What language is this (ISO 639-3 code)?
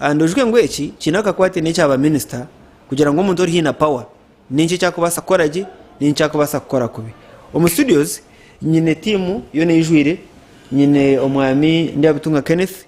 nyn